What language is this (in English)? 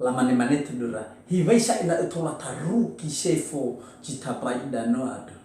Nias